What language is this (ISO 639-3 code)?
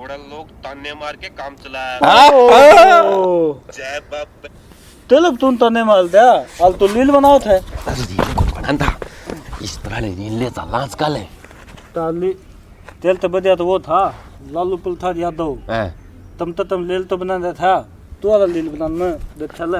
bgc